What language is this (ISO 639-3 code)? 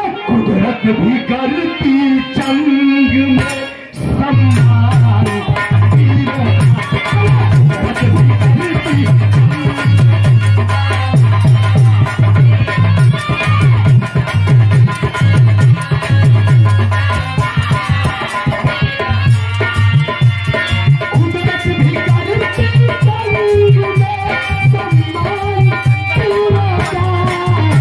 bho